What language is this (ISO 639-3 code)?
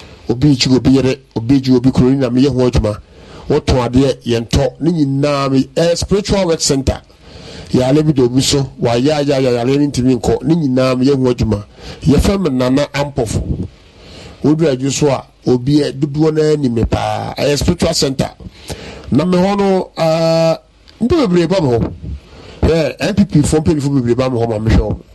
aka